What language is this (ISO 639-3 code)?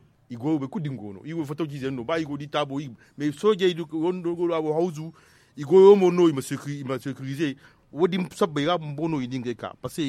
dje